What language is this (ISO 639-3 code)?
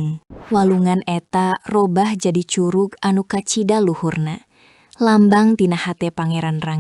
sun